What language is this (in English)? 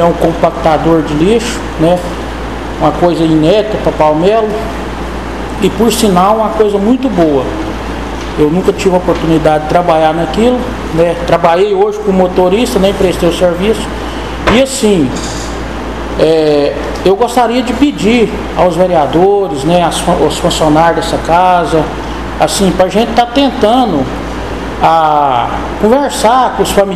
Portuguese